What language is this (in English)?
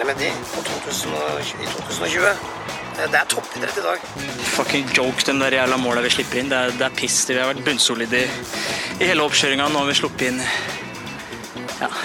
Norwegian